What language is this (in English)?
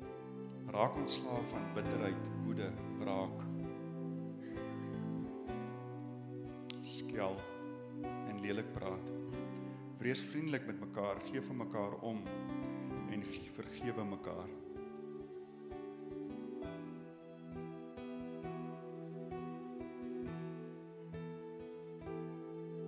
Afrikaans